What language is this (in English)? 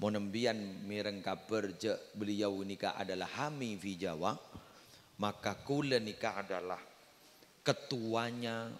Madurese